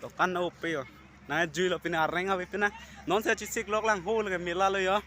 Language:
Karbi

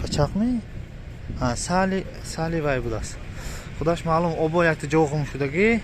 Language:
Tajik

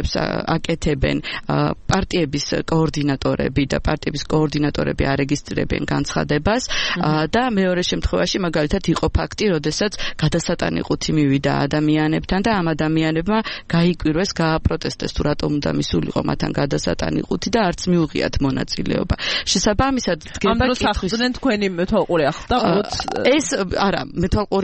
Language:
Georgian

